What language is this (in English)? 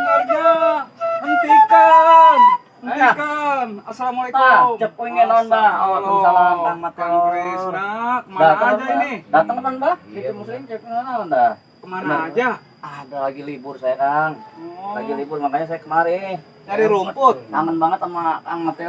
Betawi